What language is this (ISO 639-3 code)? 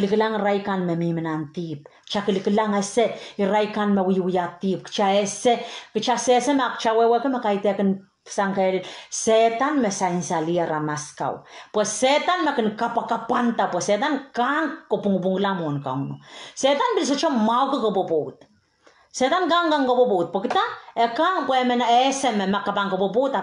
pon